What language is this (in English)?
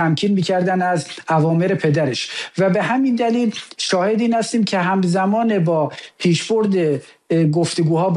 Persian